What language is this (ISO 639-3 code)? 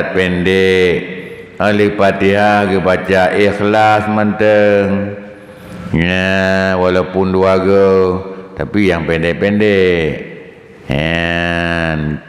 ace